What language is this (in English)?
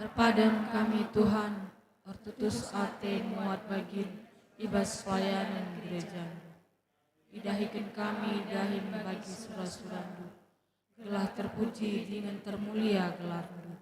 Batak Karo